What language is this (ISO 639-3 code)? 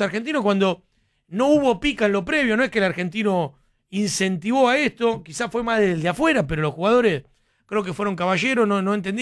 spa